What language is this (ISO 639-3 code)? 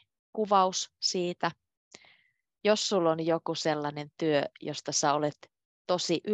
fin